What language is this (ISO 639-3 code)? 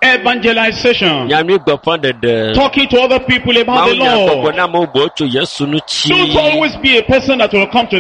ewe